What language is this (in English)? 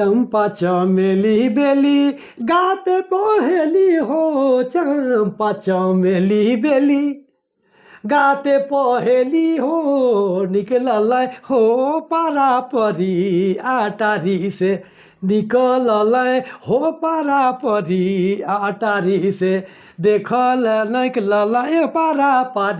Sadri